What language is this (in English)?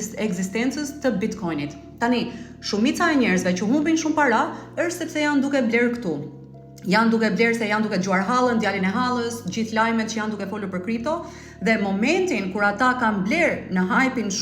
Albanian